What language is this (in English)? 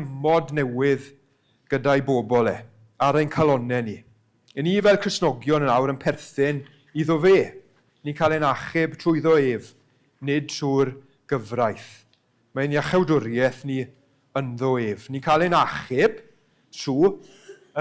Welsh